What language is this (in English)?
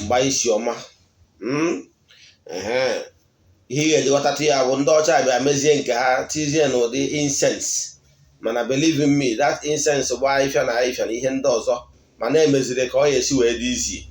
Igbo